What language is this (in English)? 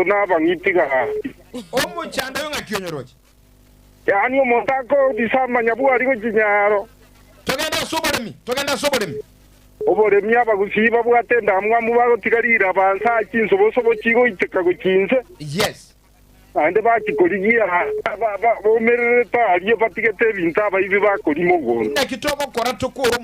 Gusii